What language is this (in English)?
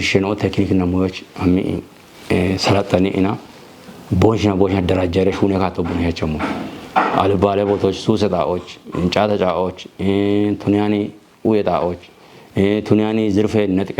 Kafa